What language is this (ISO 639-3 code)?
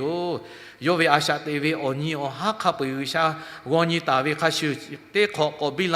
lhu